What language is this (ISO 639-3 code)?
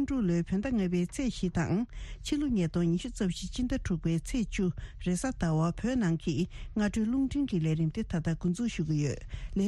bod